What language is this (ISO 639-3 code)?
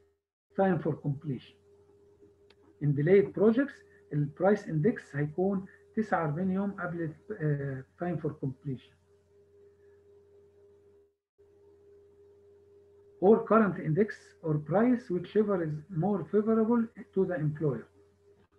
arz